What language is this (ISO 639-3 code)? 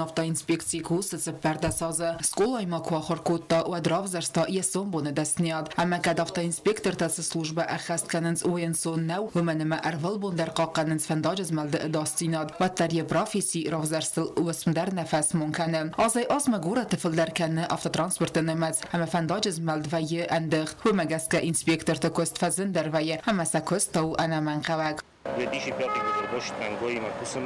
oss